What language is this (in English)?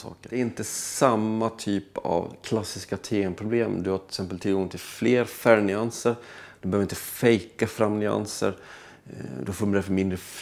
Swedish